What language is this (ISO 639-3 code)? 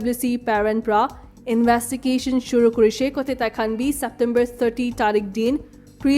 nag